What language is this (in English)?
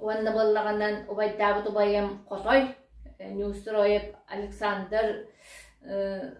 Yakut